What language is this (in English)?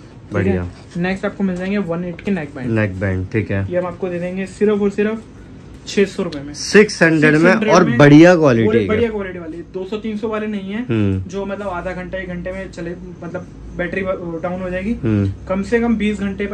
Hindi